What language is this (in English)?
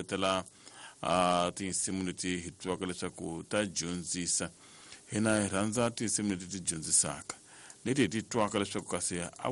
Tsonga